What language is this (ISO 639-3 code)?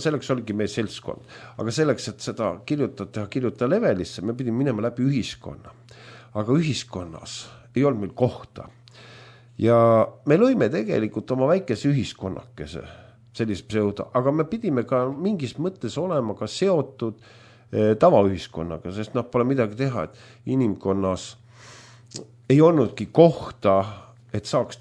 est